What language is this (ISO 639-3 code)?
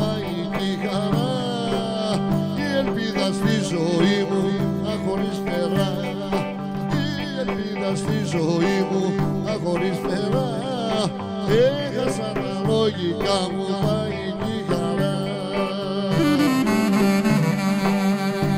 ell